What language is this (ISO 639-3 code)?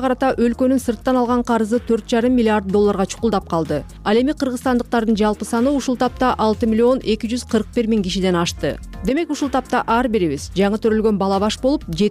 kir